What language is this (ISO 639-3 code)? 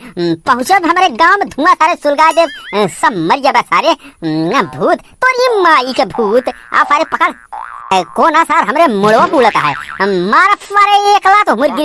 awa